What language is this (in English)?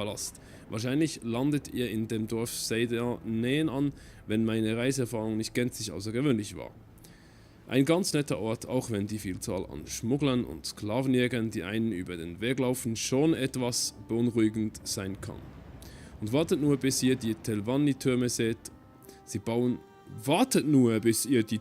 Swiss German